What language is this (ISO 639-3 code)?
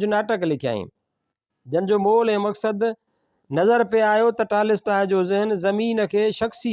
snd